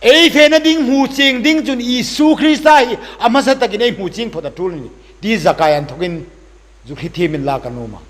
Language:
Hmar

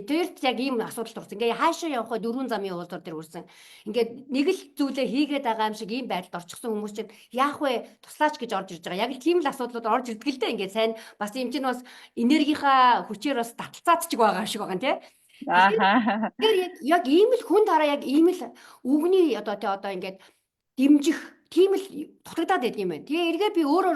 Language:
Mongolian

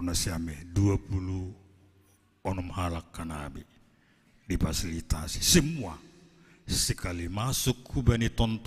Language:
Batak Simalungun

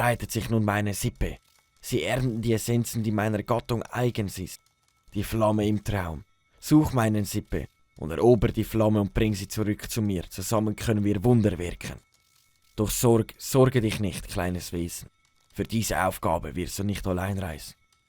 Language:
Swiss German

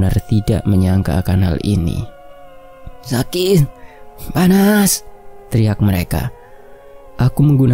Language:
Indonesian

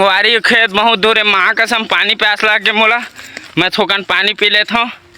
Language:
Chhattisgarhi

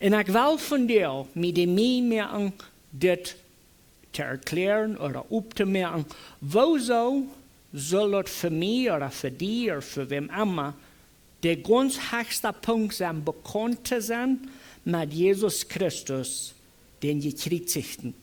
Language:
Plautdietsch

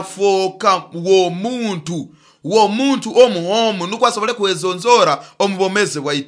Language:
Nyoro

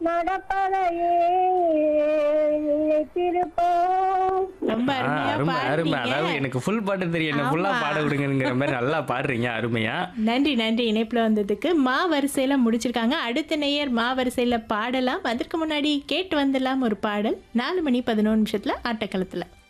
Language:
Tamil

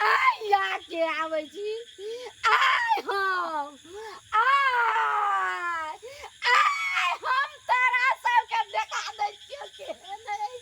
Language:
Maithili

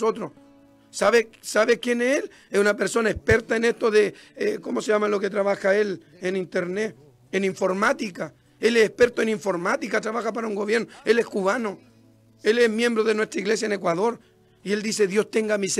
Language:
Spanish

